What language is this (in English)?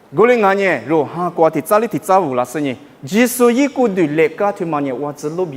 Lisu